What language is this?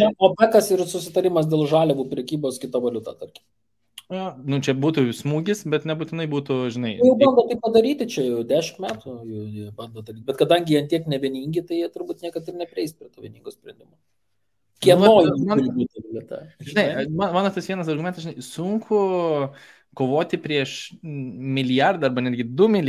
Lithuanian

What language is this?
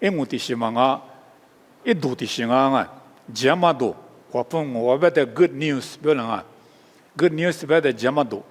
Lisu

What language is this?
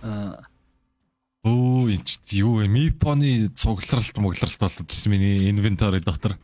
Mongolian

